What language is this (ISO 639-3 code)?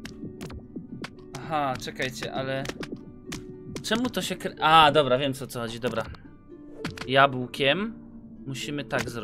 pol